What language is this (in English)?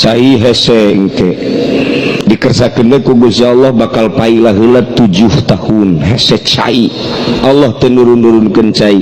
Sundanese